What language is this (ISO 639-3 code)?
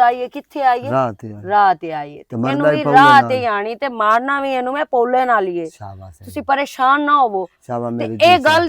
lah